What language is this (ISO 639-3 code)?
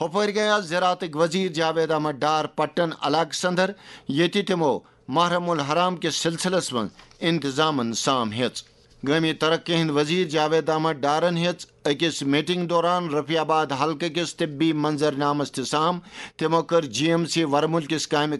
kas